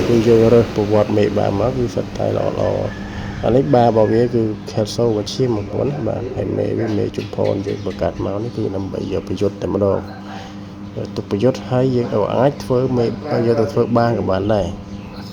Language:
Khmer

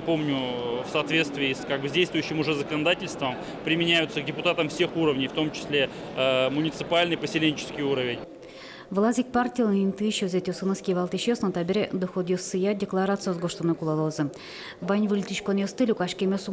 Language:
Udmurt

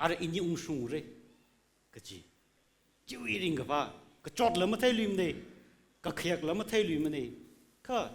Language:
Tangkhul Naga (India)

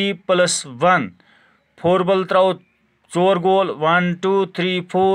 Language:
Kashmiri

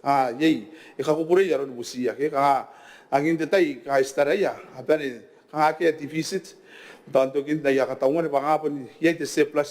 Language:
Gilbertese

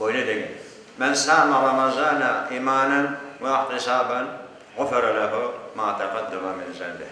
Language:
Crimean Tatar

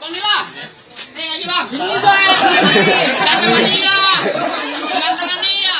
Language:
Betawi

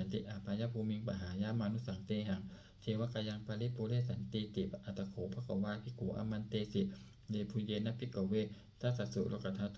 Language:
Pali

